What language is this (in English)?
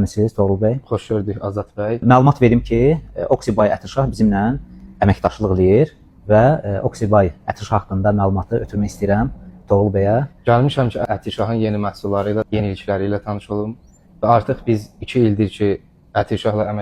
Azerbaijani